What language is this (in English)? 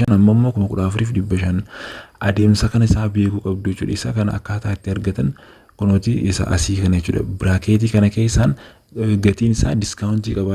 Oromo